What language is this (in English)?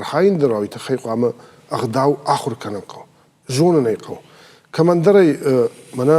Ossetic